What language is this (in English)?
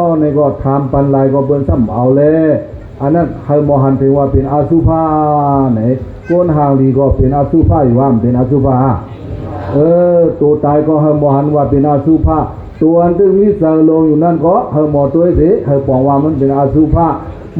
Shan